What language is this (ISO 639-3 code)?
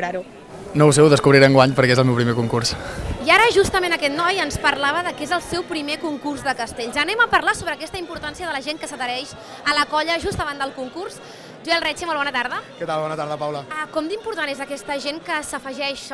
cat